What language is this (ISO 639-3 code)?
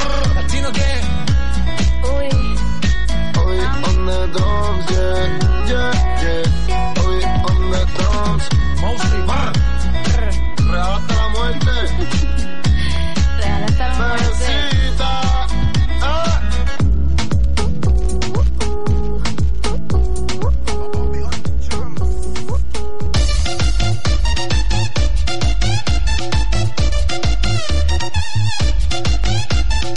spa